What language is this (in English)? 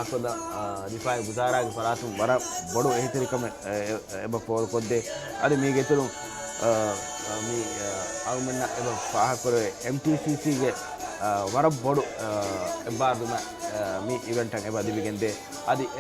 Divehi